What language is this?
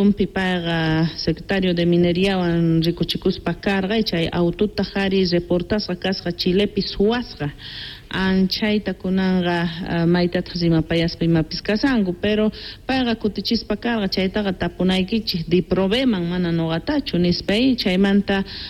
South Bolivian Quechua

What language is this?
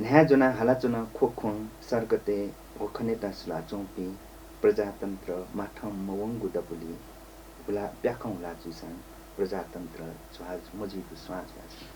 Newari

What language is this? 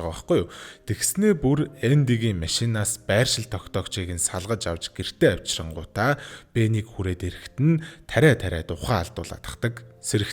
Mongolian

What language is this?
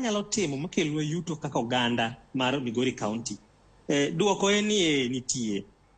Luo (Kenya and Tanzania)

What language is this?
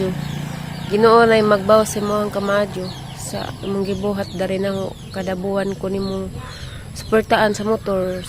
Cebuano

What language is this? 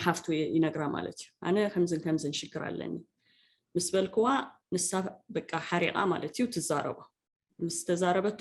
Tigrinya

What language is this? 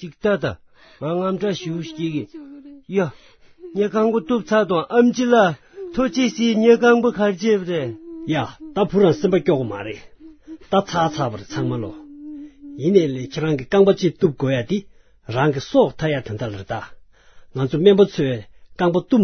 Tibetan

